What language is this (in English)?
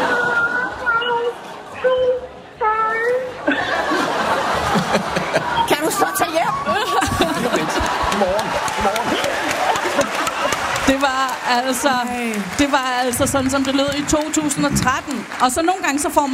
Danish